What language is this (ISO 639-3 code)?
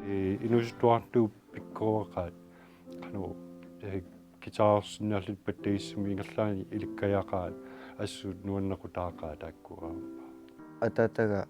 kal